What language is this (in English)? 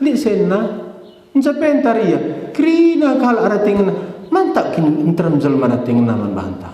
Batak Karo